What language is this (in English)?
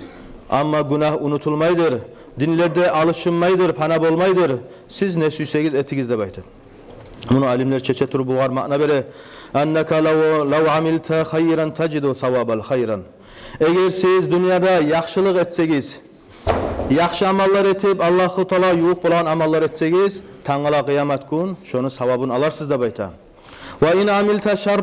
Kumyk